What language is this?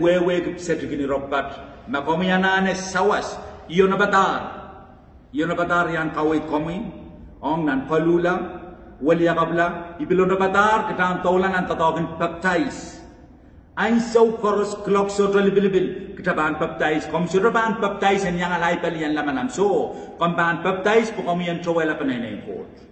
Pohnpeian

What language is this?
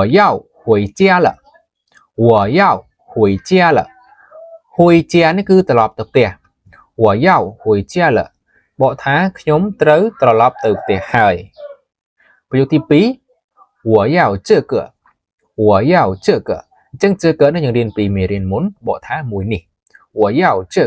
Khmer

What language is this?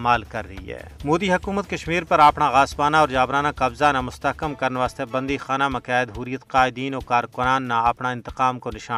Gujari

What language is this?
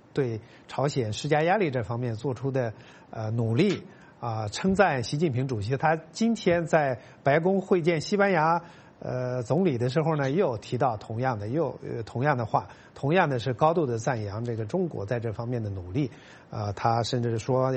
Chinese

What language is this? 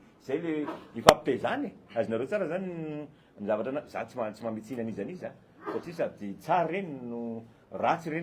Malagasy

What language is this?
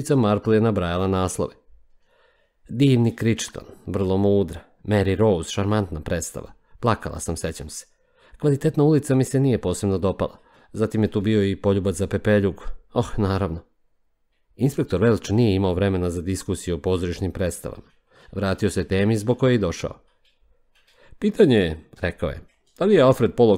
Serbian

